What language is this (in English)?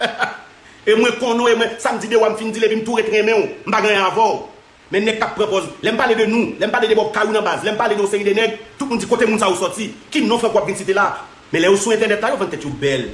Haitian Creole